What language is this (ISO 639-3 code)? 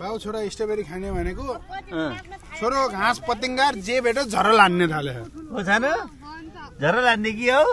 nep